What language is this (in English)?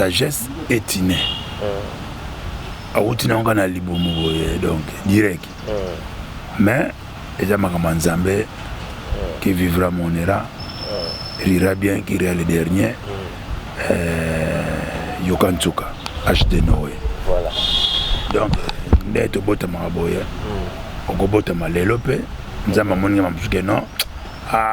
Lingala